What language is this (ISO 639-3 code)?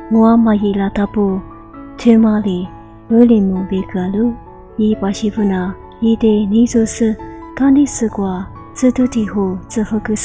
lis